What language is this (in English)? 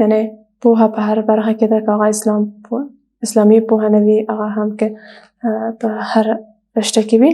Pashto